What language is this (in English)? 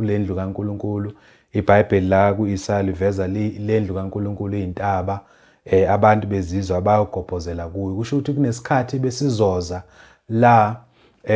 Zulu